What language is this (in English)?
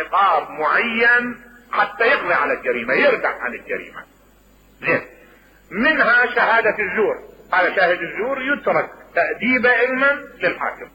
Mesopotamian Arabic